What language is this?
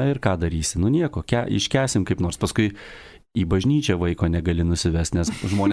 Lithuanian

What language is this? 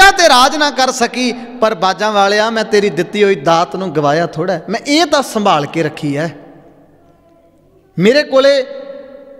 Punjabi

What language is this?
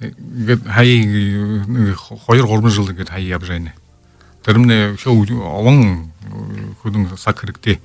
Buriat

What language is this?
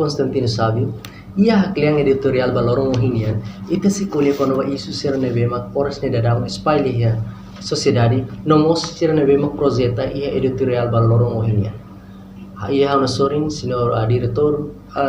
Tetum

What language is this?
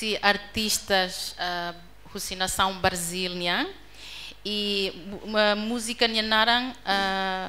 Tetum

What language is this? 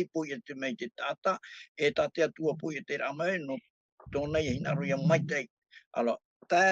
Tahitian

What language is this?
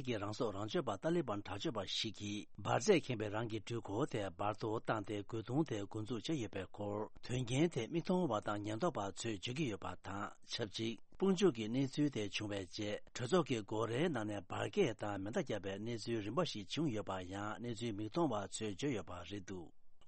Tibetan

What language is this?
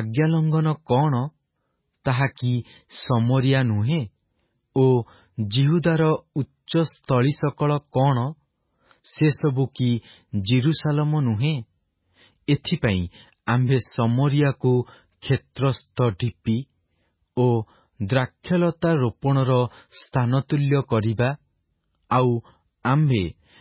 Odia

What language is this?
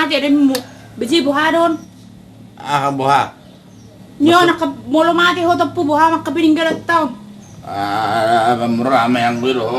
Batak Toba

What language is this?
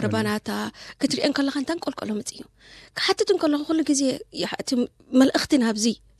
Tigrinya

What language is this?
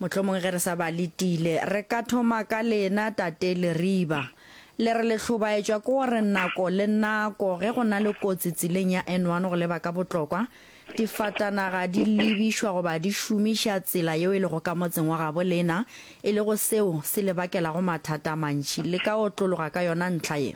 Northern Sotho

